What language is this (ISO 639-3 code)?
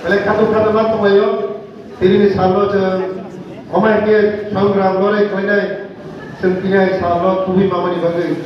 trp